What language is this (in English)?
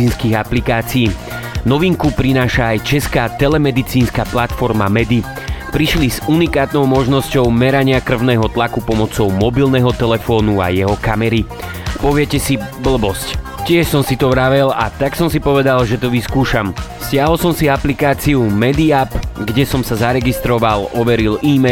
Slovak